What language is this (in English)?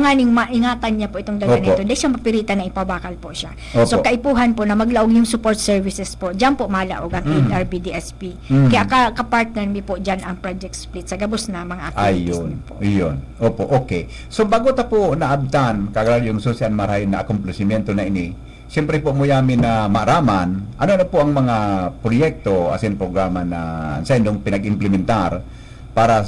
Bikol